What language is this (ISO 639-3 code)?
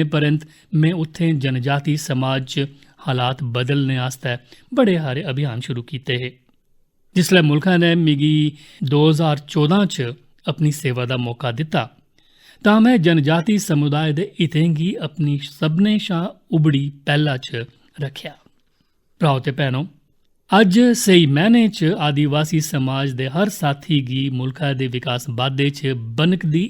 doi